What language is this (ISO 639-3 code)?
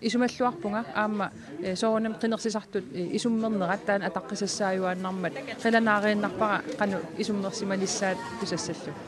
kal